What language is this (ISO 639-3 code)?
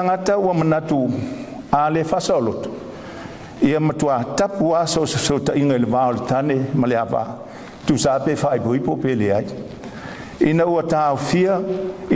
smo